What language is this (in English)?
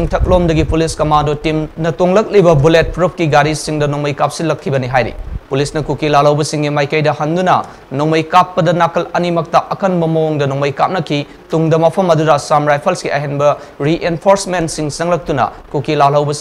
Manipuri